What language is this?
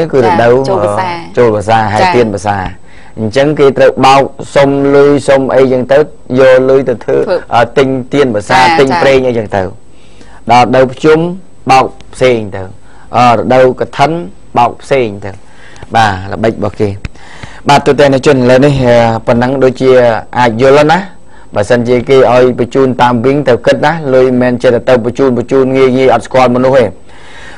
Khmer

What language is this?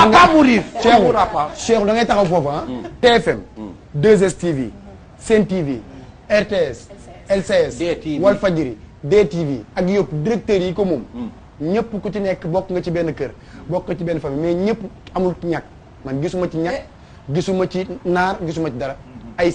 Wolof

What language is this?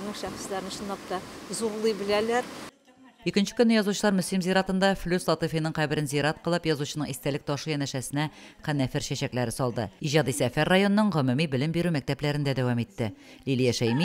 Tatar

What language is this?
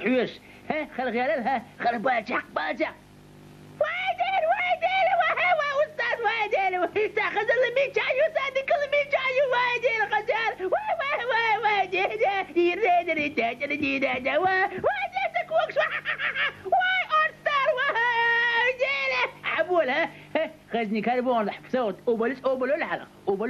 Chechen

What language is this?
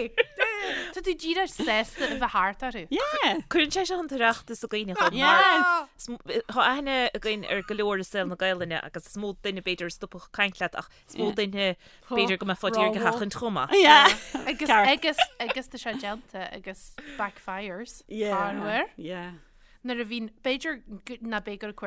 Irish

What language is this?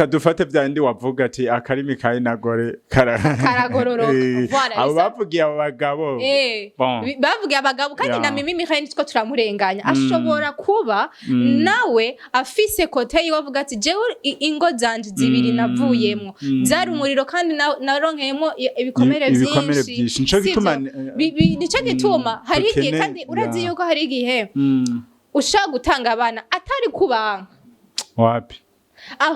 Rundi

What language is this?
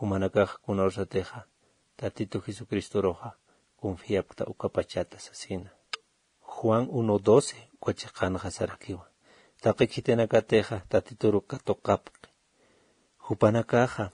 Aymara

